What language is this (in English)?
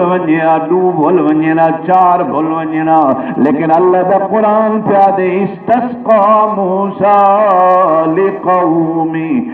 Saraiki